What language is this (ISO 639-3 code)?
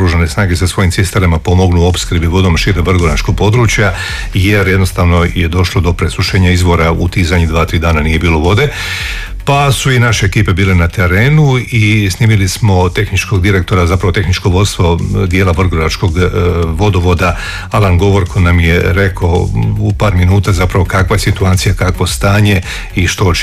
hrv